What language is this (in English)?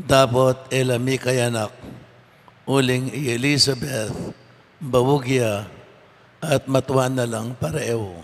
Pampanga